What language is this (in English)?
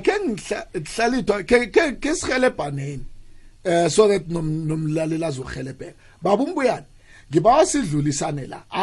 South Ndebele